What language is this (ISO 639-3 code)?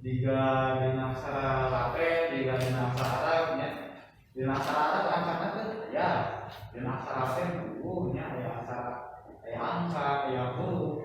sun